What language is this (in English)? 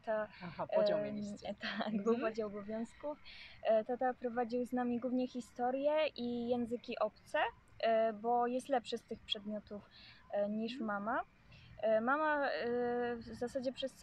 Polish